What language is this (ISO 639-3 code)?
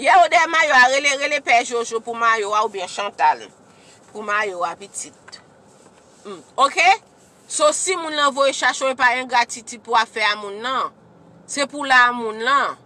hat